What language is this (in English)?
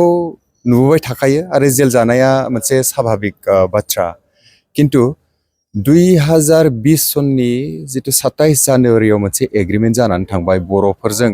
Bodo